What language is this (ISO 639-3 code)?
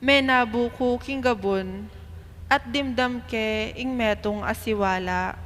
pam